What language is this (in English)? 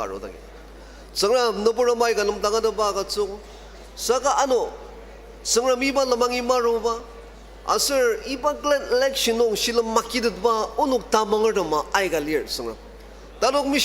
Ao Naga